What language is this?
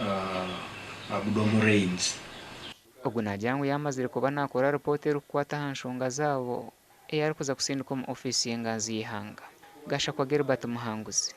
Nyankole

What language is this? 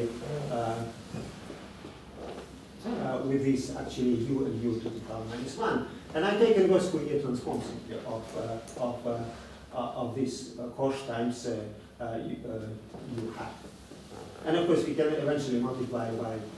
English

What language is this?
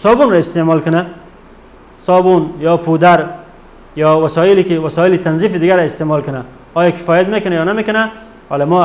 Persian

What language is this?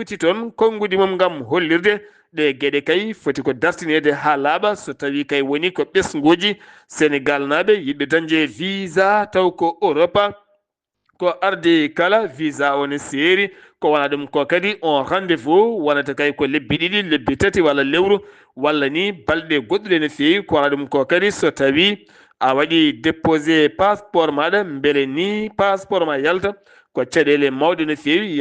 Fula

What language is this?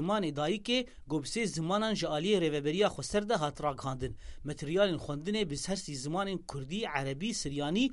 Kurdish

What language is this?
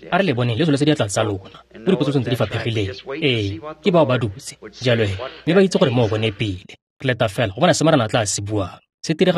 Tswana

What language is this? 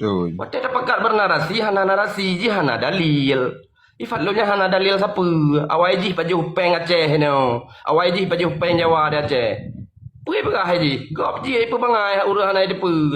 Achinese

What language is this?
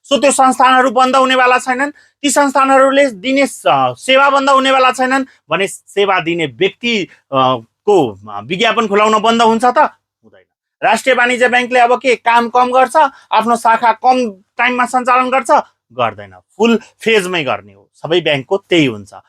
Nepali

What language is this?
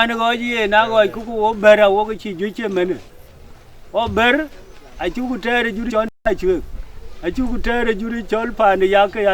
Dinka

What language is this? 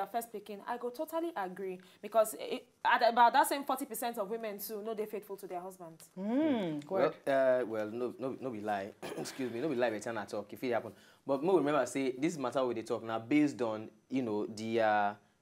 Nigerian Pidgin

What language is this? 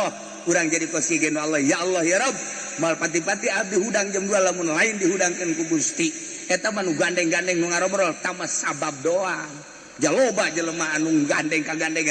Sundanese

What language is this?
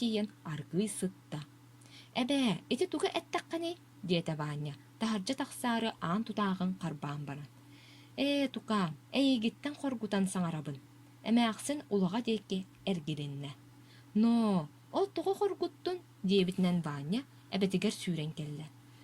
Yakut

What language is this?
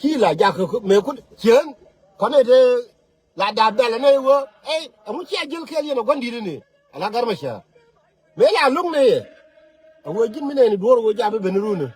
Nuer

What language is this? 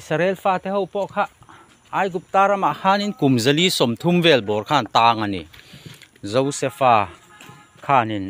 Mizo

